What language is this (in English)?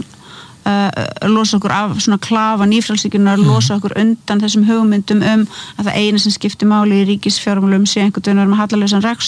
Icelandic